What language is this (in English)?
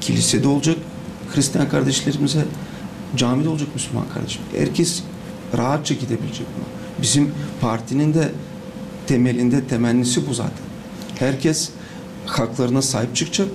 Gagauz